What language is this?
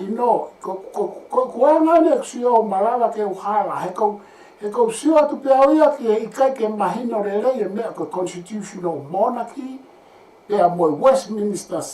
Tongan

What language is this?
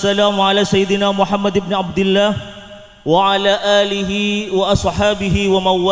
Madurese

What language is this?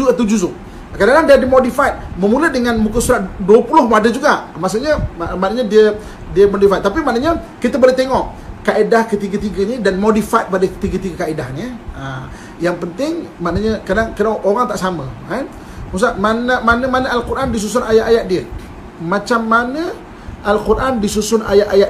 Malay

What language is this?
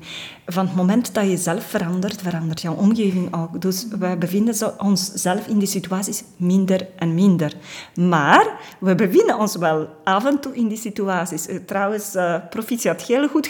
Dutch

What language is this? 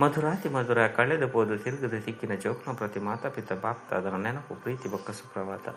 Tulu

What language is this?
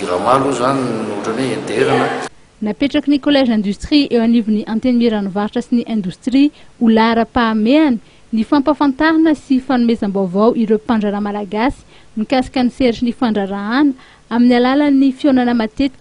Malagasy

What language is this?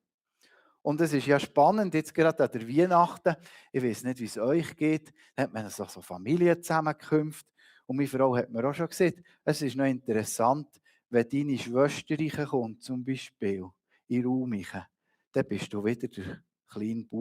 Swiss German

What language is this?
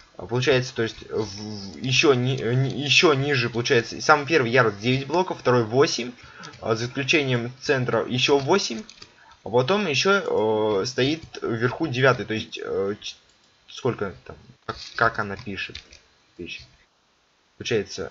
Russian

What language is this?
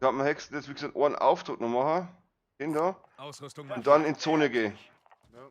Bavarian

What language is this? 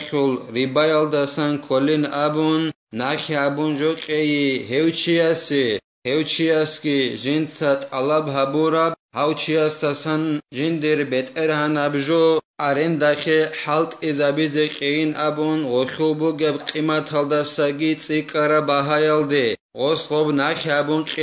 Avaric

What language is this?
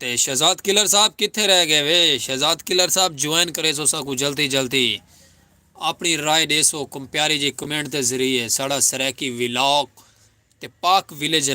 Saraiki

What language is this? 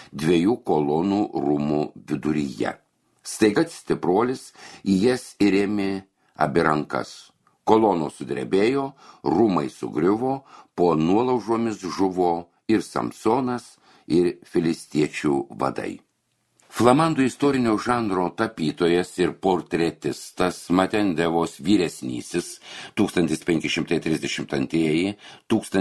Lithuanian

